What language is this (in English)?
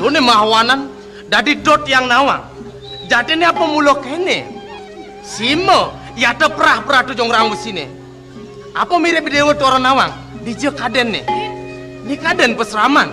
Balinese